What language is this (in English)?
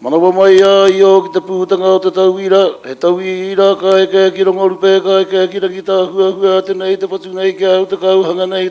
Māori